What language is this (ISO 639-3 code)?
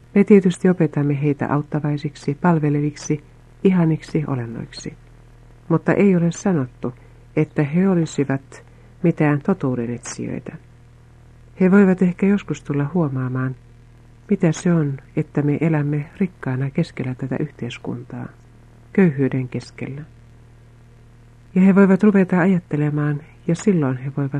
fin